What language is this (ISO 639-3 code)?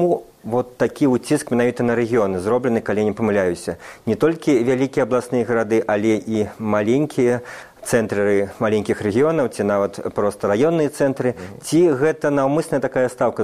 bel